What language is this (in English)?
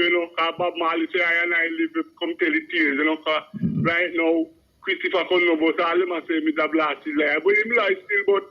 Jamaican Creole English